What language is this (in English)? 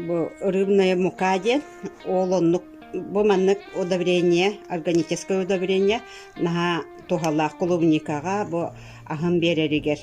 Yakut